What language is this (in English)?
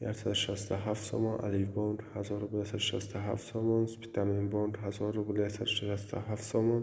Tajik